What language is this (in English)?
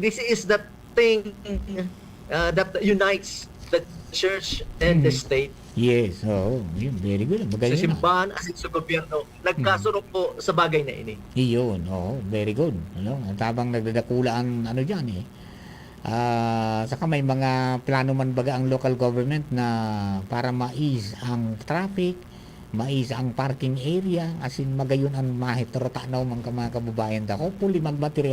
Bikol